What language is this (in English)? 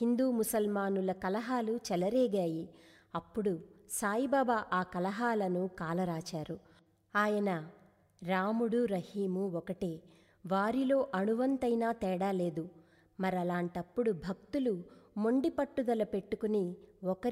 Telugu